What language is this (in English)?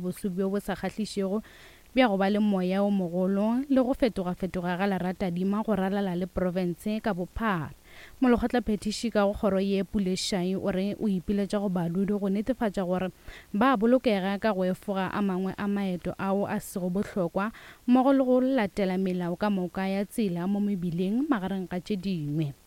Northern Sotho